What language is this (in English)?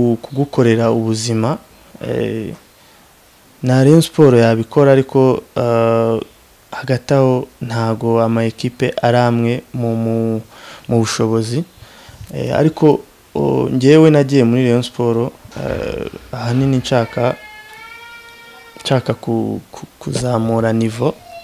Kinyarwanda